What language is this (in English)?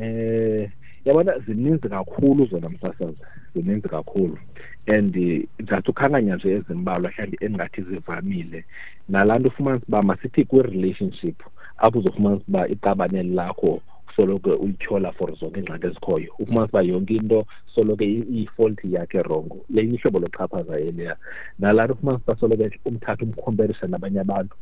Xhosa